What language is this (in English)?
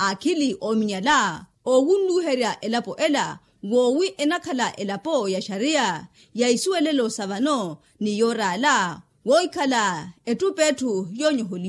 Makhuwa